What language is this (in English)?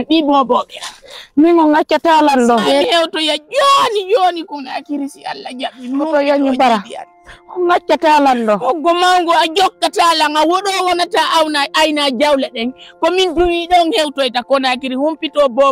Fula